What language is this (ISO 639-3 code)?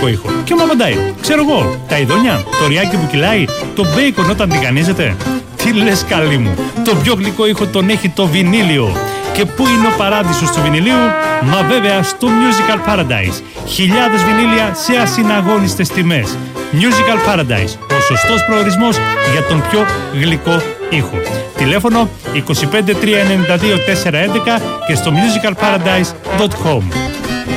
ell